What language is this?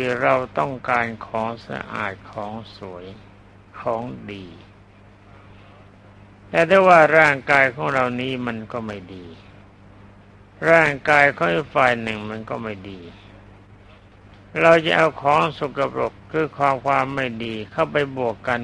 Thai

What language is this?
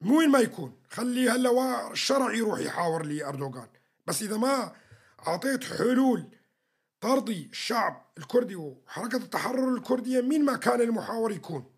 North Levantine Arabic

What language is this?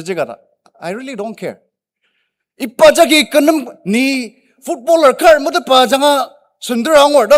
Ao Naga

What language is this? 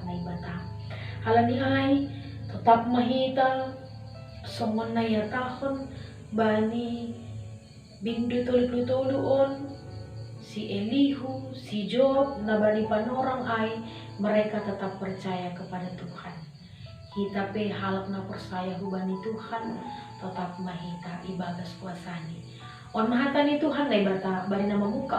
Batak Simalungun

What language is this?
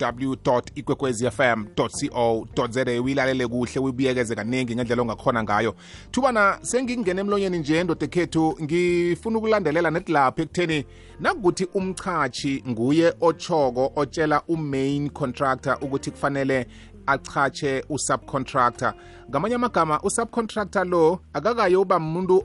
South Ndebele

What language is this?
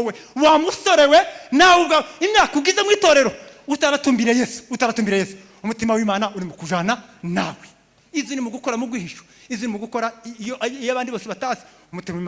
Kinyarwanda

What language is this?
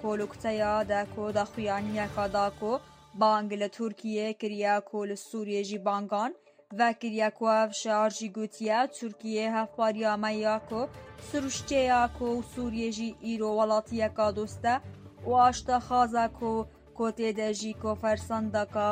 Kurdish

